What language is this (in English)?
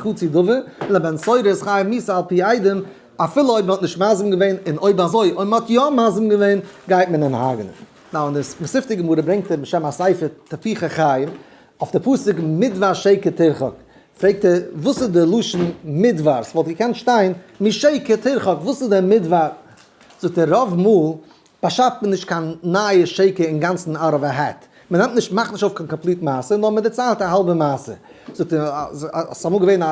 Yiddish